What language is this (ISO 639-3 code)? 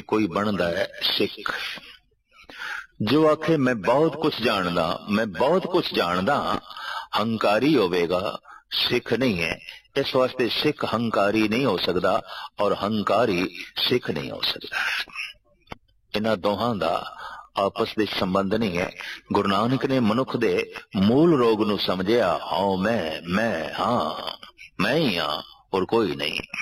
pan